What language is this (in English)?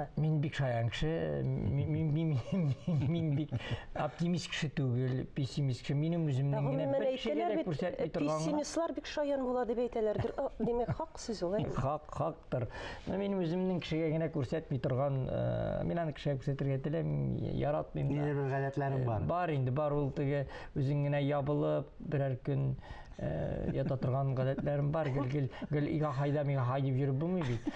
Tatar